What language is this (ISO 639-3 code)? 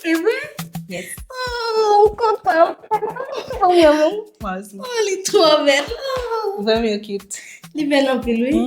hat